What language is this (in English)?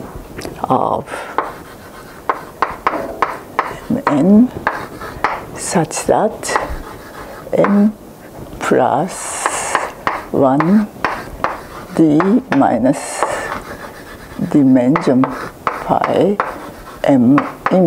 English